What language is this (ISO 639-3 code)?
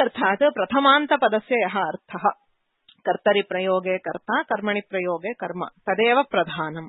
san